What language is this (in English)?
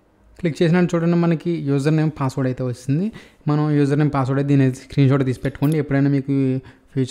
Telugu